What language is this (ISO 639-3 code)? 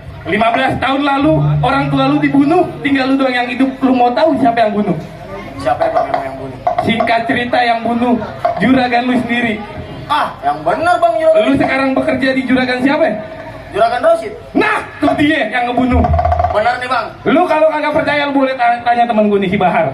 bew